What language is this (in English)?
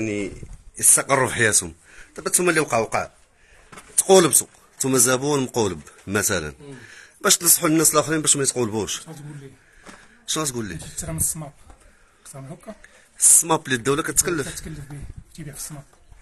Moroccan Arabic